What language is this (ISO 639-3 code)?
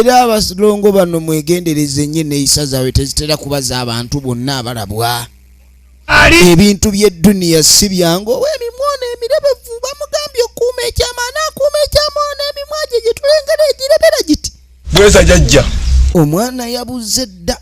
lug